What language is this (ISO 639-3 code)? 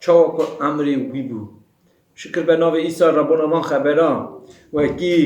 kur